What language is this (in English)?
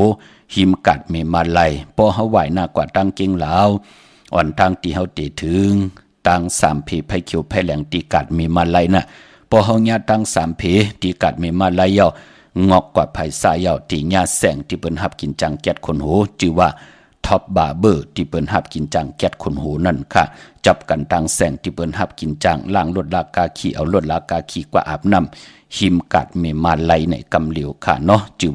Shan